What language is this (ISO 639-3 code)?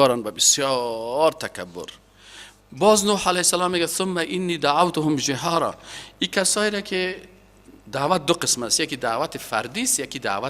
fas